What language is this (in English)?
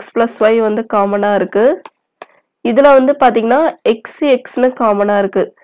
Tamil